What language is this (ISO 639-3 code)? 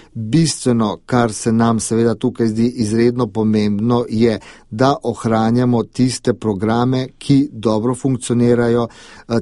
slv